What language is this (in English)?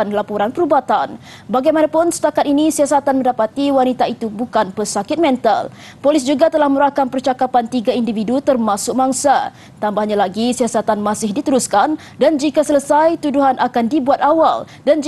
Malay